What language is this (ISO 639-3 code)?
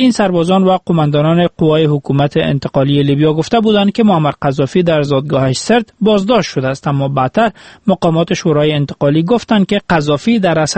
fas